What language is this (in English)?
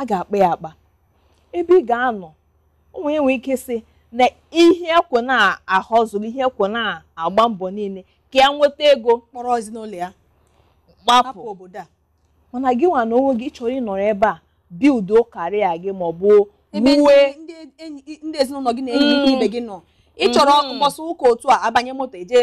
Igbo